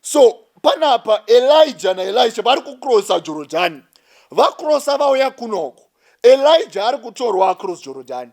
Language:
Shona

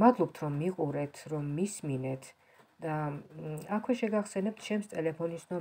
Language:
Georgian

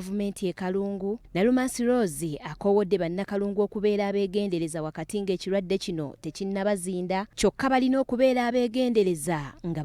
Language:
Ganda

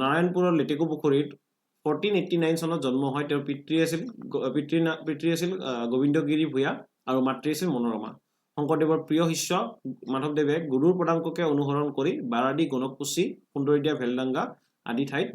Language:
Assamese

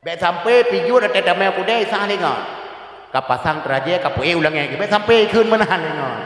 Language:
Achinese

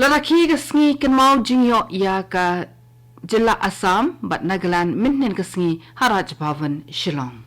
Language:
Khasi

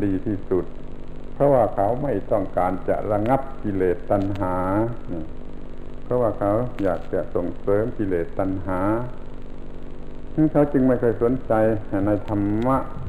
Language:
Thai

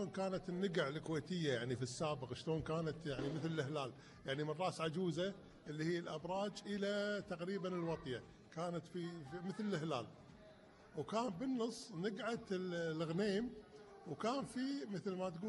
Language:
Gulf Arabic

